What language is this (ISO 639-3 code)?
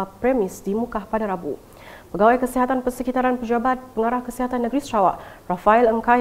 msa